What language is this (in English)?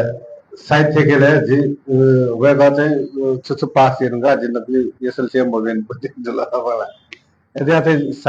Newari